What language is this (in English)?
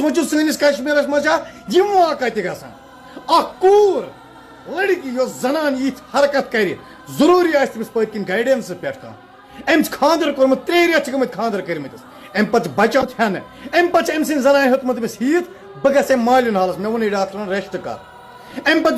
Kashmiri